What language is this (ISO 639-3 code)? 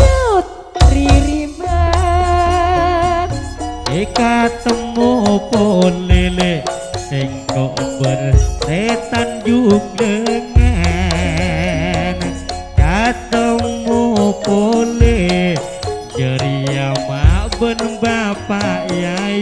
mad